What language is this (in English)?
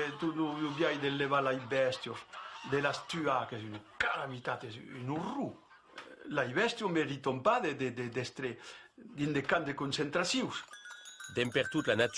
Occitan